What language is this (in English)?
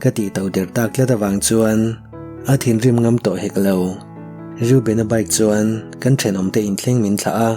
Mizo